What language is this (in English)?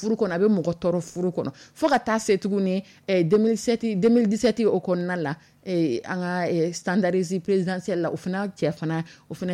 Dyula